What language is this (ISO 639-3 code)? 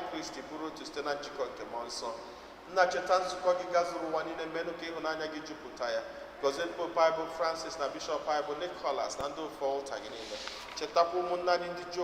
ibo